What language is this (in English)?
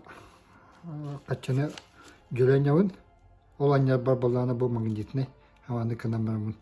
Yakut